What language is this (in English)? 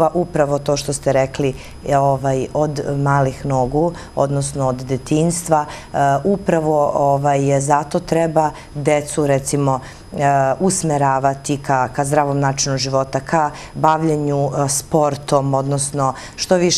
Serbian